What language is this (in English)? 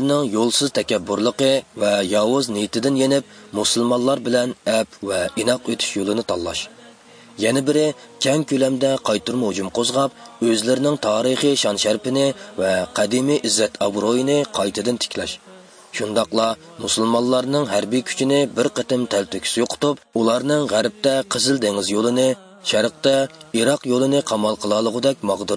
Uyghur